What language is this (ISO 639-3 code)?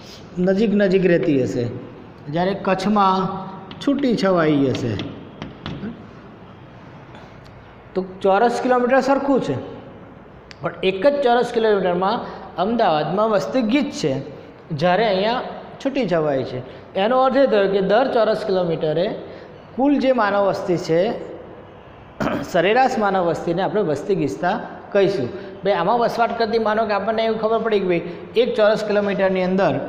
guj